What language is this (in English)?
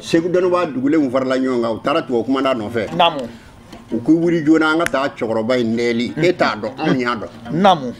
Bambara